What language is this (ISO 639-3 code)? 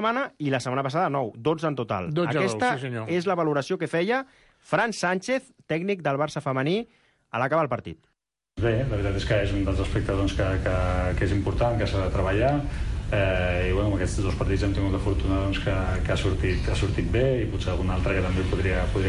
cat